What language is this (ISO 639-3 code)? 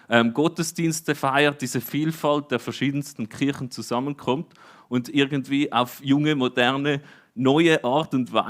gsw